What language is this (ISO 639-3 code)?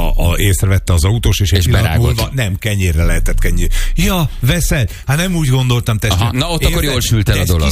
hun